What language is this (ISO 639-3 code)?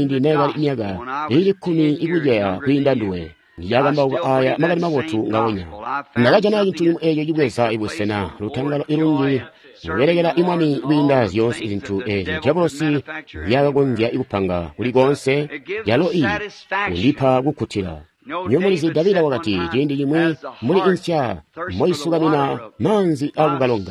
toi